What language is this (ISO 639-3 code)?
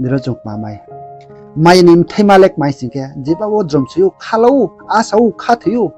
ria